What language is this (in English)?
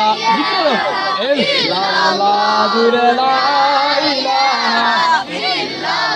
Sylheti